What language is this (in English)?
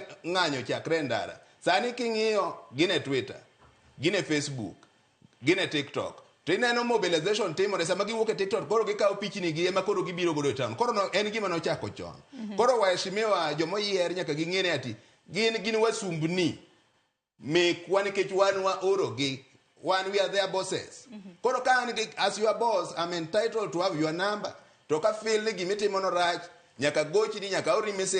Luo (Kenya and Tanzania)